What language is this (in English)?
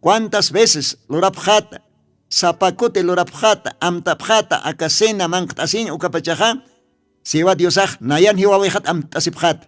Aymara